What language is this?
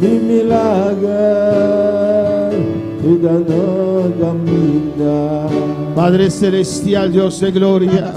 Papiamento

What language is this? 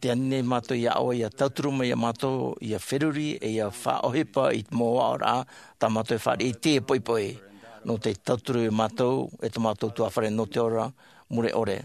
Tahitian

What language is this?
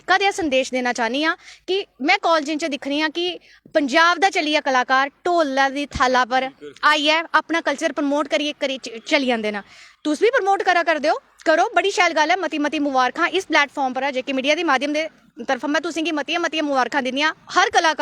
Dogri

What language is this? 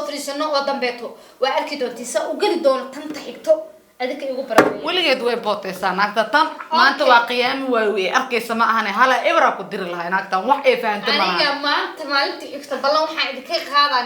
Somali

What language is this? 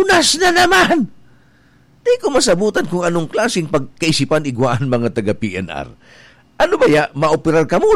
Bikol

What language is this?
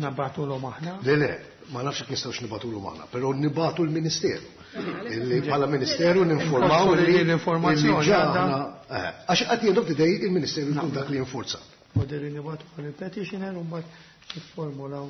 Maltese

